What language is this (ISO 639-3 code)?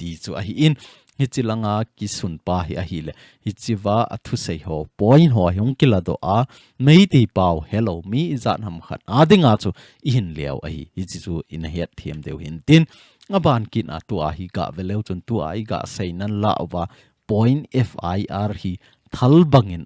tcz